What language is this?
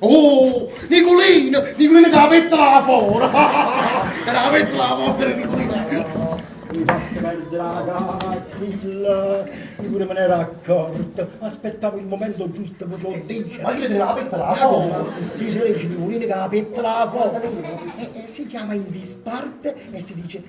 Neapolitan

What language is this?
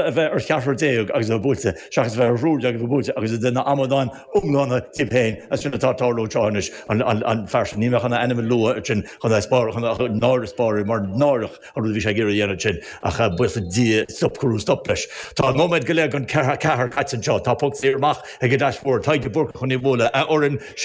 Irish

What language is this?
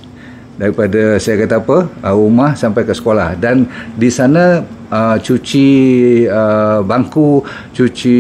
Malay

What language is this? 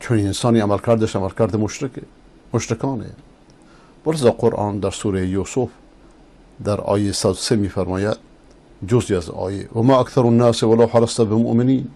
Persian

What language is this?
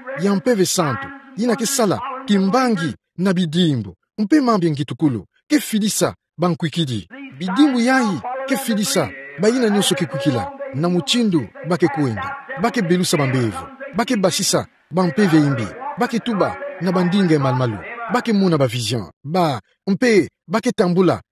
Kituba (Democratic Republic of Congo)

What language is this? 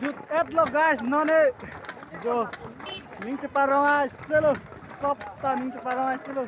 Karbi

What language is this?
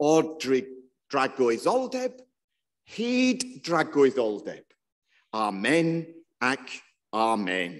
Welsh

